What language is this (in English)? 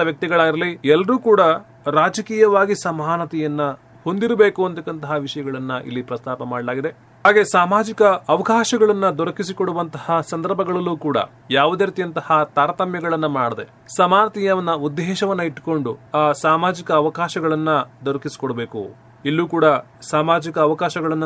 Kannada